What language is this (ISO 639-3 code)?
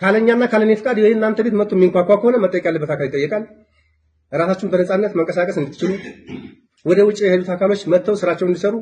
amh